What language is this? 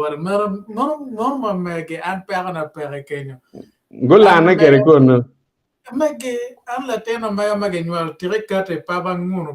Acoli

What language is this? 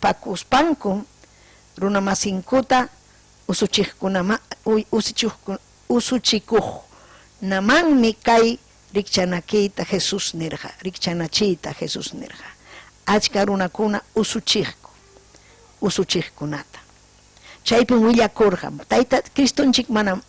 Ayacucho Quechua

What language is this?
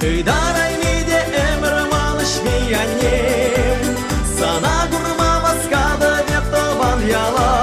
Chuvash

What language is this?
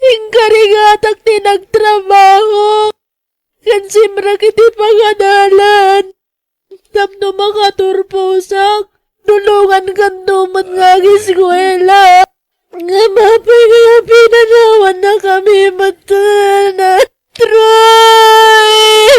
Iloko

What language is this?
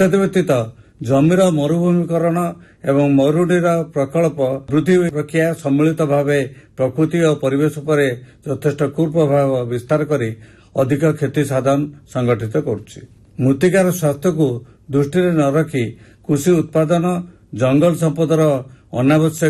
Odia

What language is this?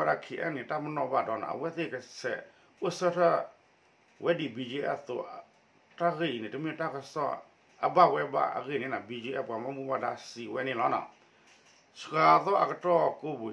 S'gaw Karen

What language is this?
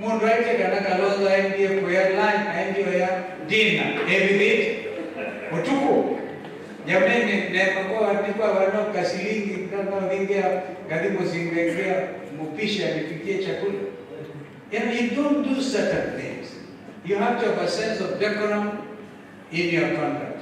Kamba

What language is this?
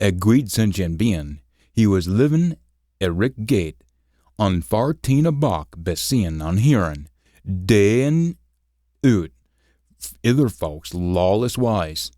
Scots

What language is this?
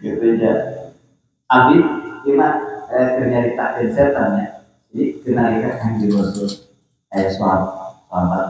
Sundanese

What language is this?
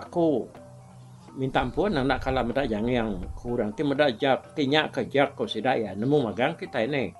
Iban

